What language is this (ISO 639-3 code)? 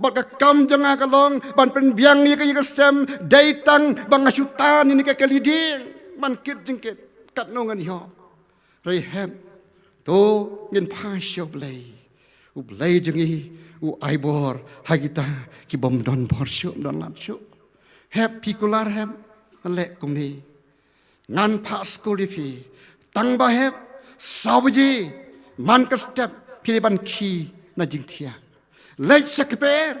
kha